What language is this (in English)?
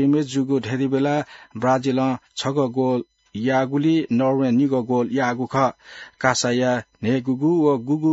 Newari